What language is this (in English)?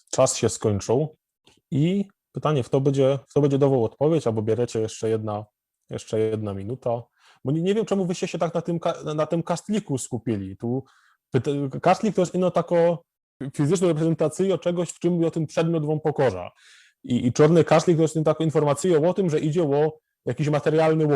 Silesian